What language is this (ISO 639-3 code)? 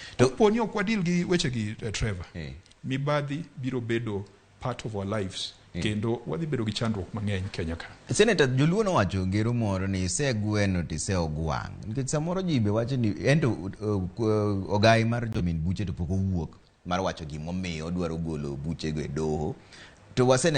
luo